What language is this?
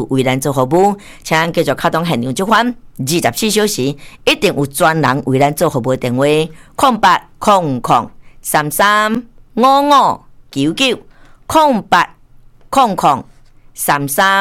Min Nan Chinese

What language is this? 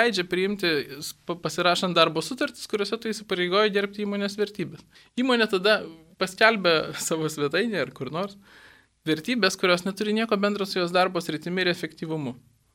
Lithuanian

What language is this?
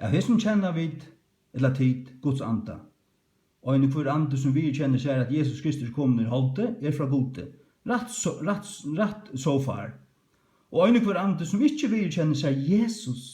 Faroese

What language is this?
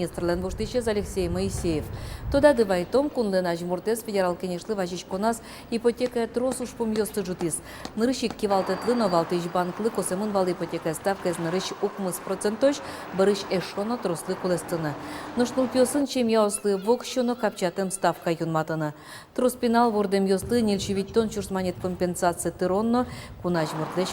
Udmurt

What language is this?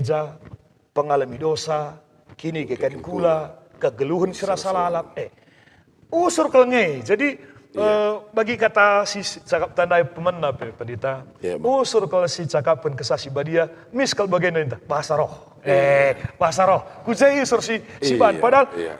Batak Karo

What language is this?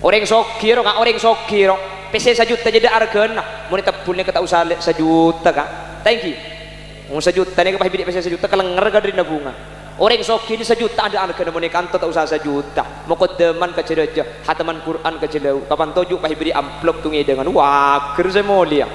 Madurese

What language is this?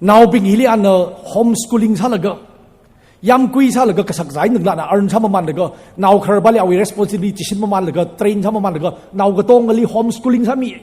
Tangkhul Naga (India)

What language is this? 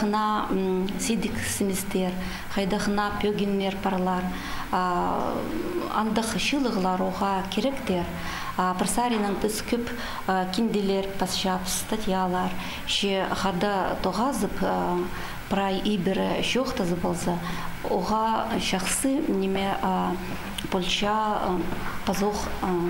Khakas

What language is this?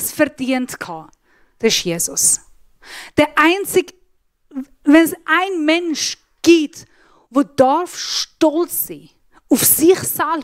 Swiss German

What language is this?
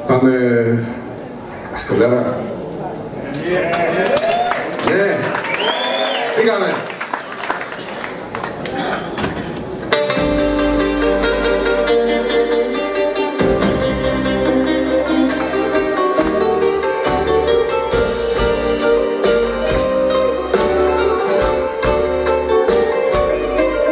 Greek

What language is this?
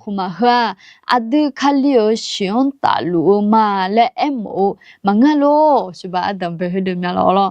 Akha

